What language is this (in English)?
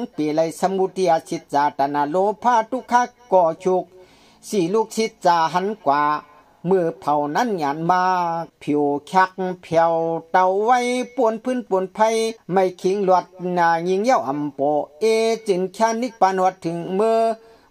Shan